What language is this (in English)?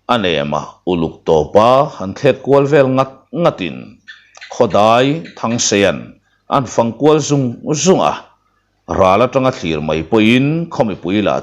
Mizo